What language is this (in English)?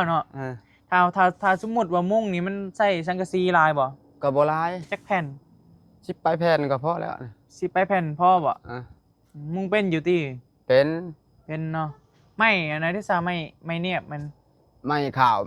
Northeastern Thai